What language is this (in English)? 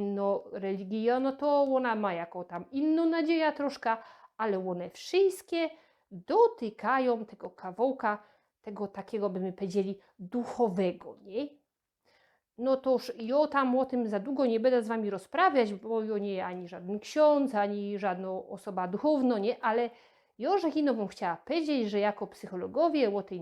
Silesian